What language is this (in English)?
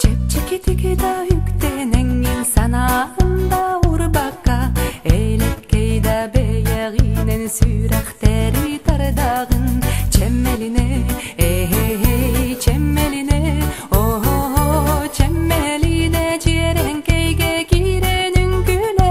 Yakut